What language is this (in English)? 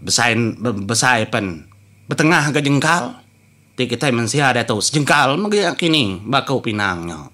Iban